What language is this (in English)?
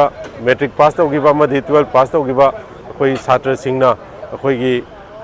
Manipuri